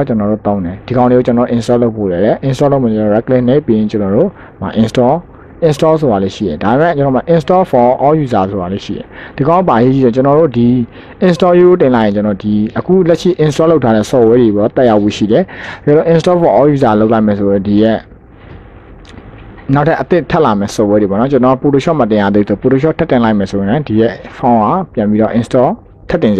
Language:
Burmese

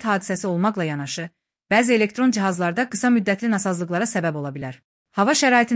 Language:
Azerbaijani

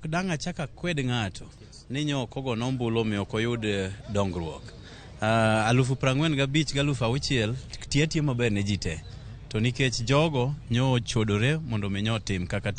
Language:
Luo (Kenya and Tanzania)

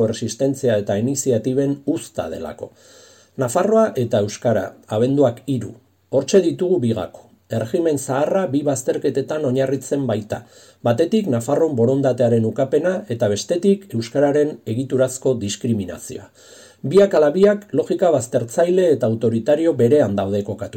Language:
Basque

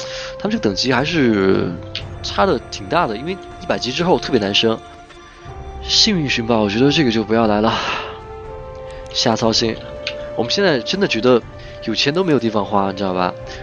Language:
Chinese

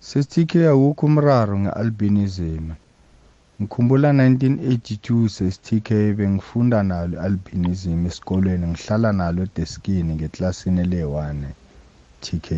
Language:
South Ndebele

